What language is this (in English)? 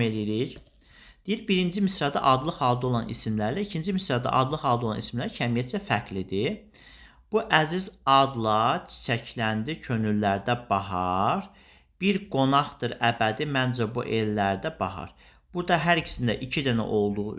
Azerbaijani